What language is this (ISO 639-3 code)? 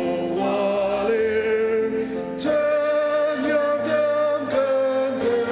njo